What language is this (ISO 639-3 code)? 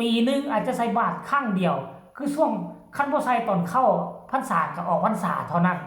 tts